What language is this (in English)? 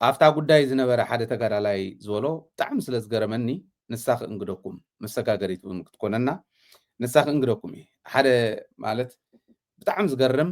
Tigrinya